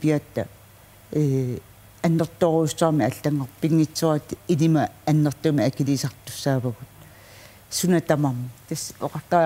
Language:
Kalaallisut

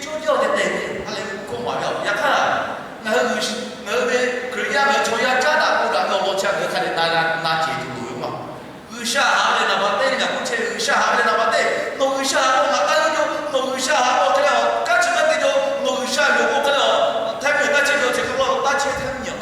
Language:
Lahu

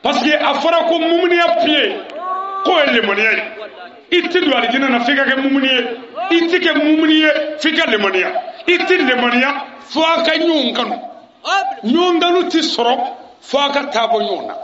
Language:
Bambara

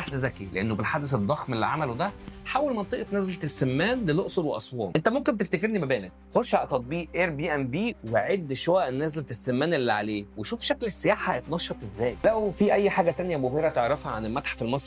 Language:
Egyptian Arabic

